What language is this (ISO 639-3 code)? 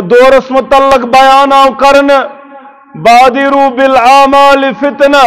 kas